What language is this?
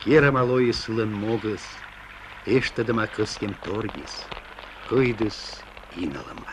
Komi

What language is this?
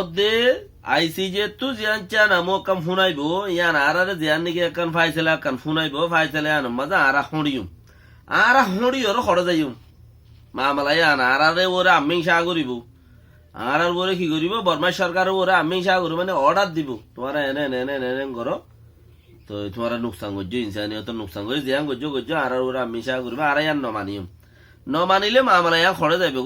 Rohingya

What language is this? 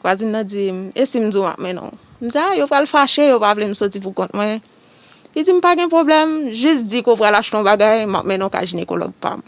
Haitian Creole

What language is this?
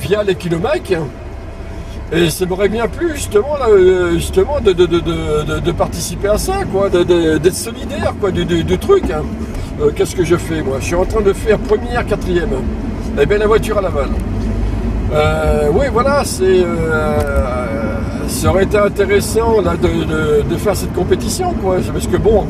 French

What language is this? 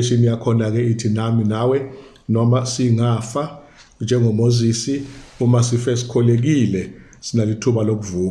Zulu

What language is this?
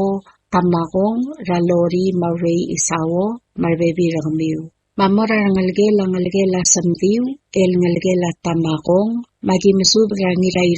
Palauan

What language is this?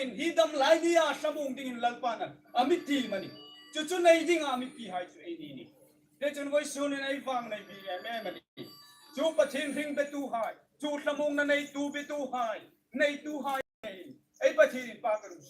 Hmar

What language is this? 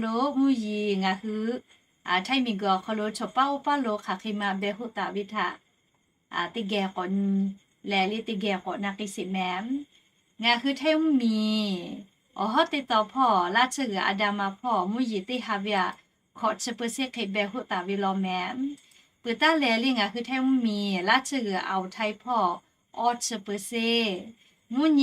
Lahu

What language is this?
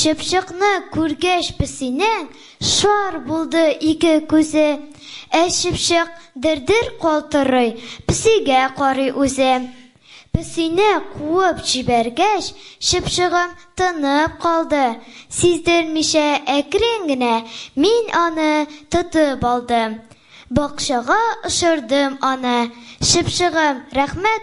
Tatar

